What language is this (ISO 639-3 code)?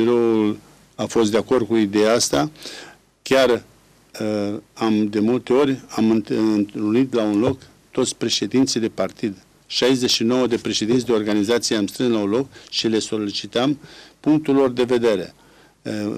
ron